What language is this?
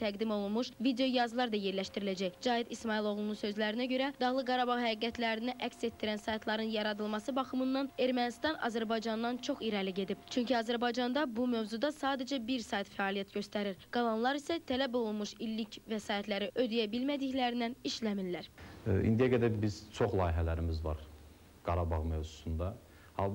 Azerbaijani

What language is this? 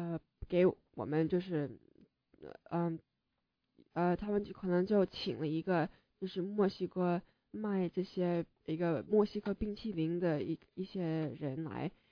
Chinese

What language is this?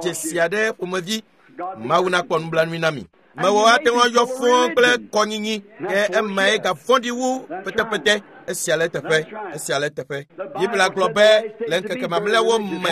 Ewe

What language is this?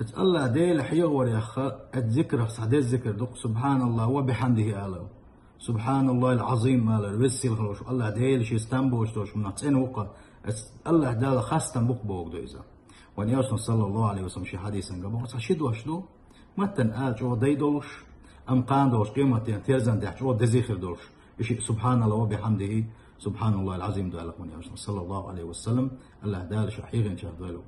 Chechen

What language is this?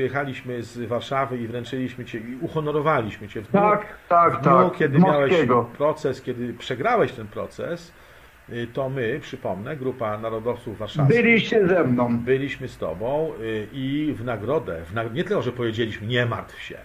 Polish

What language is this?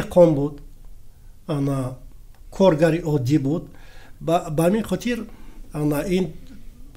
Tajik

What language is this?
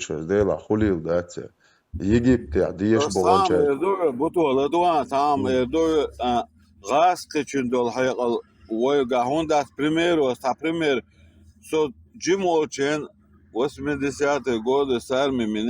Chechen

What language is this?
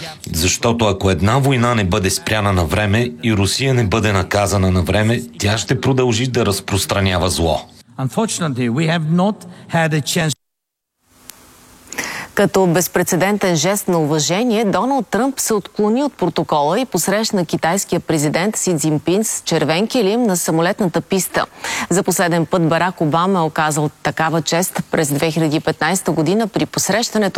Bulgarian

